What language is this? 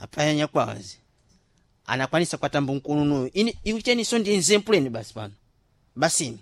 Sena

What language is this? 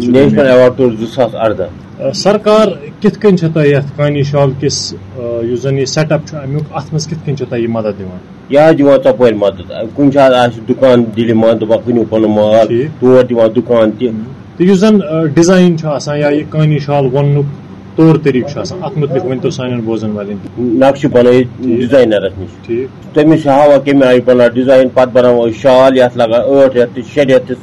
Kashmiri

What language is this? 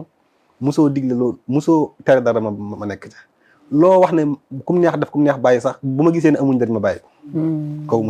Wolof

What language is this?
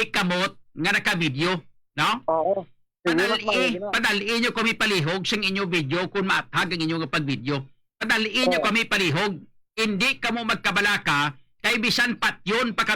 Hiligaynon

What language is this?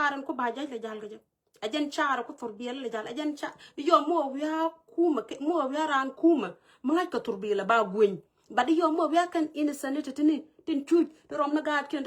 Nuer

